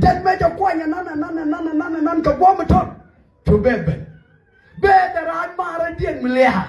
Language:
Nuer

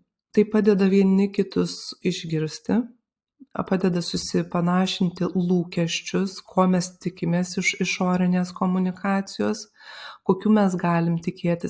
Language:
Lithuanian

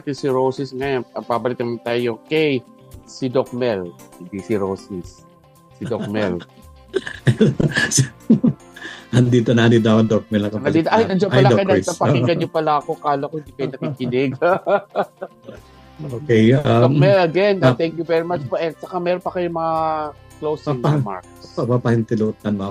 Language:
Filipino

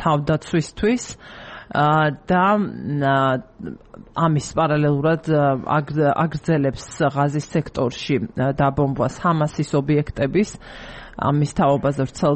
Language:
Georgian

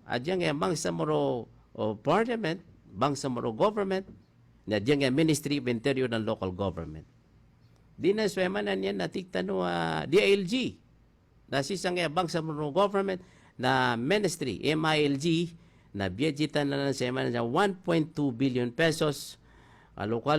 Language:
Maranao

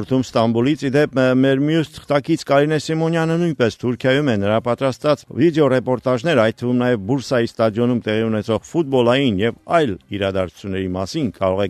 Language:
Armenian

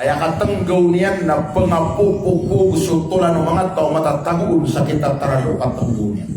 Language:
Maranao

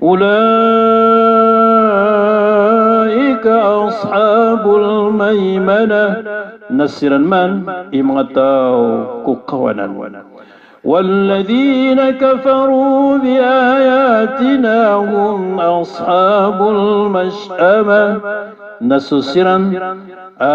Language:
Maranao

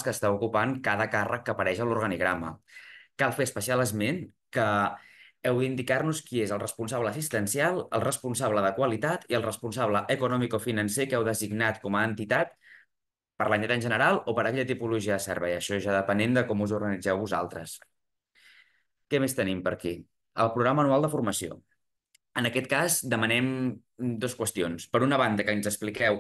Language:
Catalan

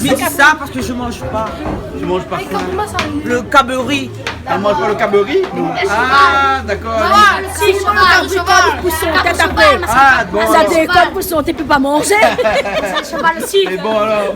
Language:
Réunion Creole French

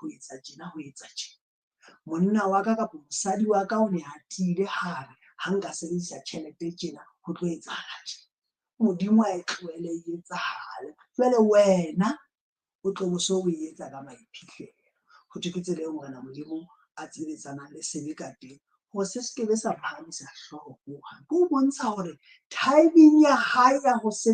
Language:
Southern Sotho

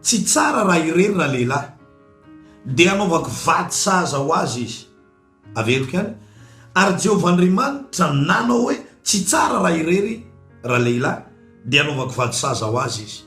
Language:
Malagasy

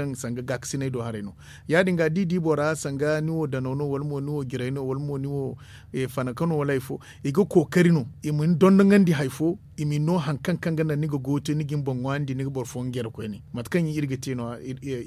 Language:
Zarma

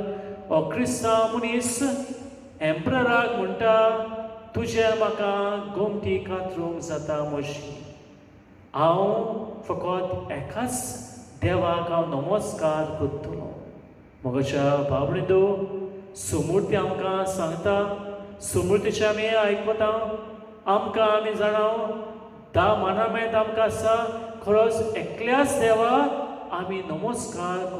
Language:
Konkani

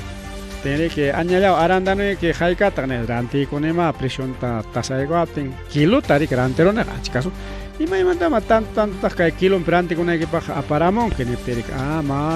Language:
Ayacucho Quechua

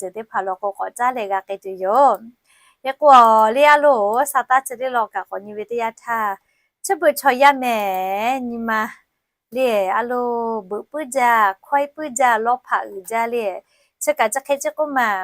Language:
Lahu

